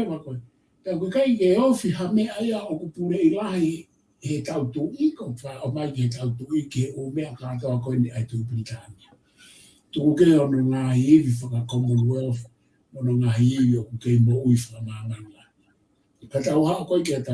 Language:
Tongan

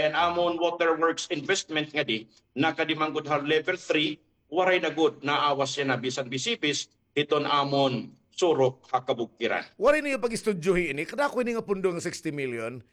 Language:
Waray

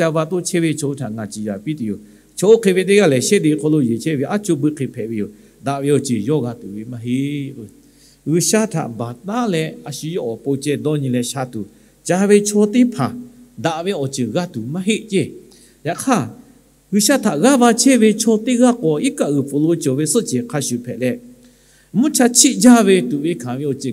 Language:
Lahu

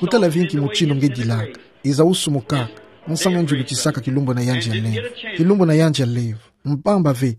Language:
Kituba (Democratic Republic of Congo)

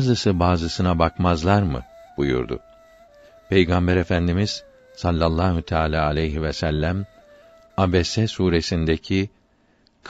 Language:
Turkish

